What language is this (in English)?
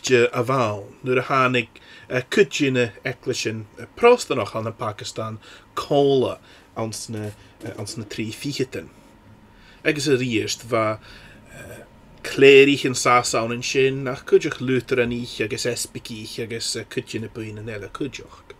Scottish Gaelic